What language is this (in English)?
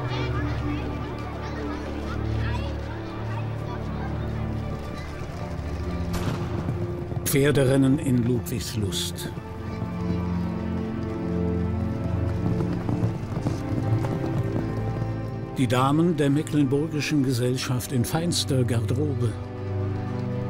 German